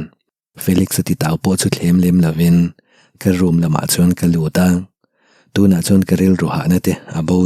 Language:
Mizo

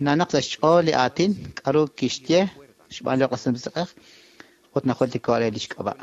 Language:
Kekchí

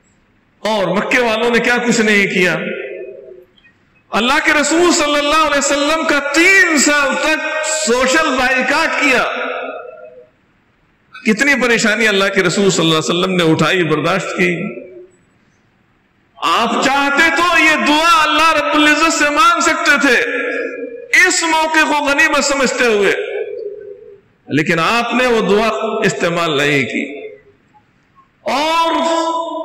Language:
Urdu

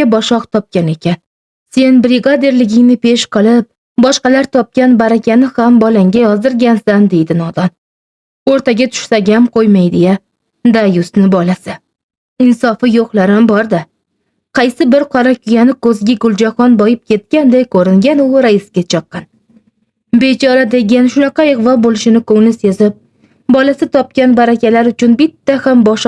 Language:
Uzbek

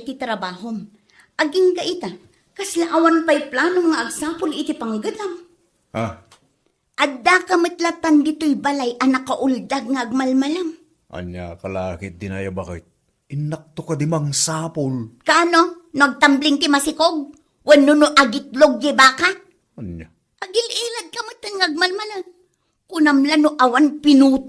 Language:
Iloko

